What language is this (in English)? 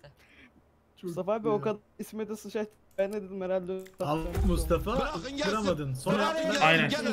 Turkish